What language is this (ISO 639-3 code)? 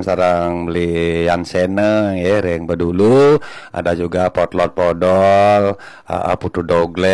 ban